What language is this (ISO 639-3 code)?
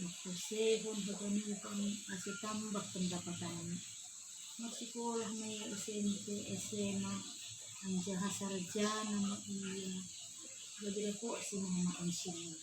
bts